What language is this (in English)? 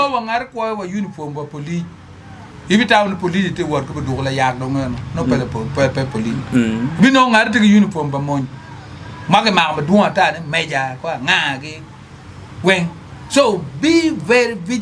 Acoli